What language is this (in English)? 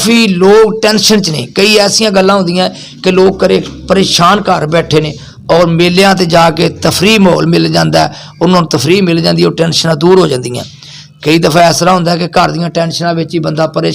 Western Panjabi